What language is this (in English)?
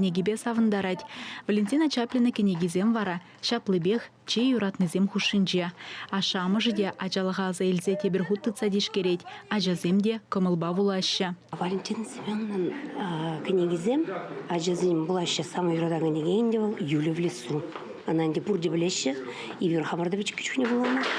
Chuvash